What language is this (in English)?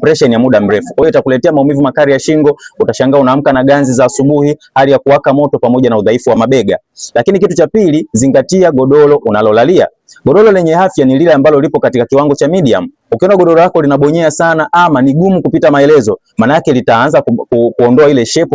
Swahili